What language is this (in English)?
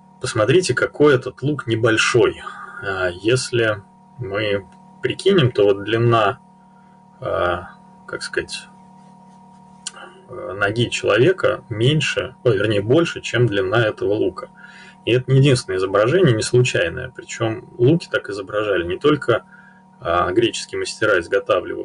Russian